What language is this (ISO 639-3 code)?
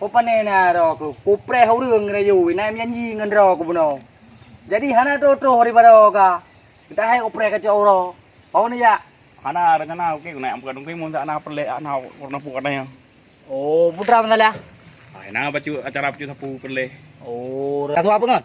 ace